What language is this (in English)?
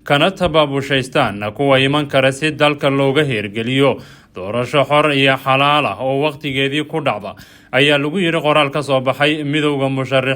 Somali